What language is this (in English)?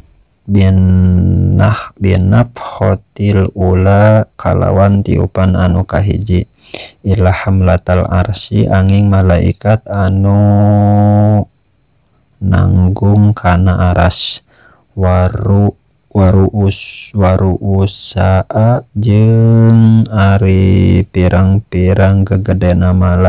Sundanese